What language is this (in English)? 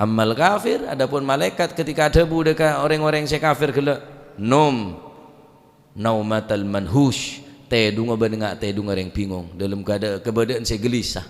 Madurese